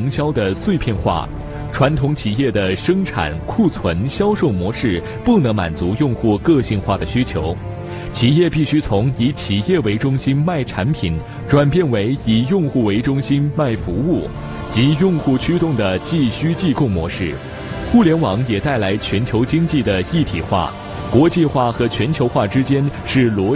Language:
Chinese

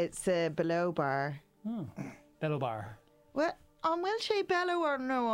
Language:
Irish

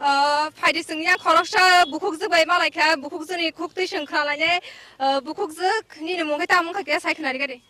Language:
Kok Borok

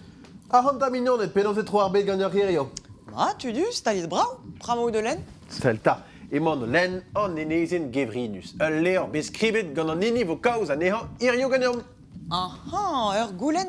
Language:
Breton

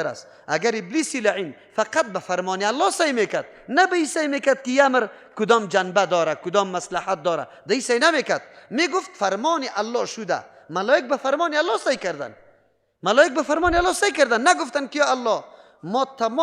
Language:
Persian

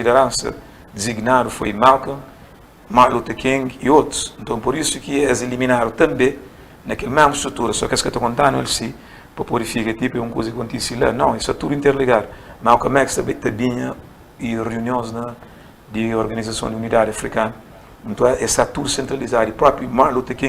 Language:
Kabuverdianu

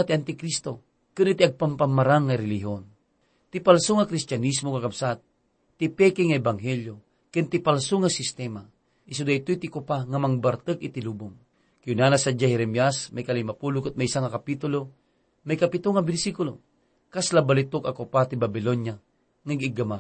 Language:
Iloko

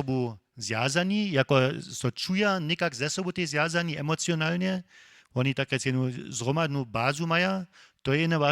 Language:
Upper Sorbian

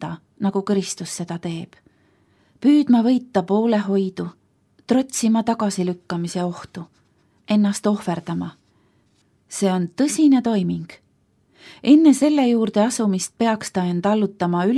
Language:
Estonian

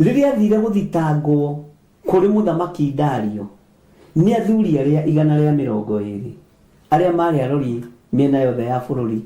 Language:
Kikuyu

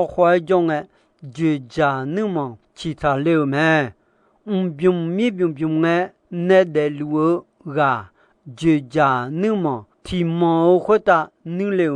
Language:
Akha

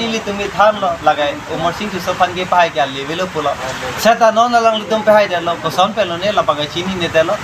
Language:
Karbi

